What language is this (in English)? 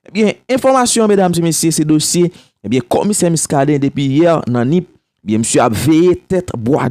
Haitian Creole